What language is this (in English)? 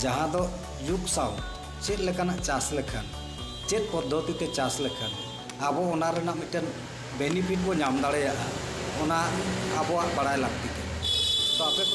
Santali